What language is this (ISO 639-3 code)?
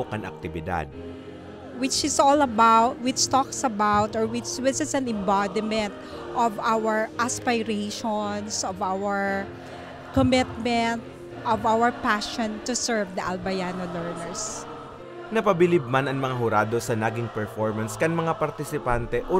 bik